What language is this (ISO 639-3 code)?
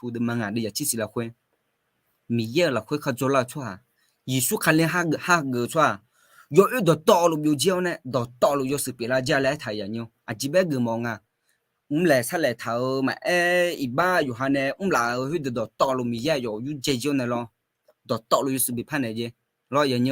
ahk